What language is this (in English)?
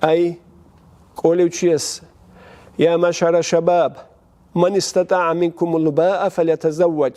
Avaric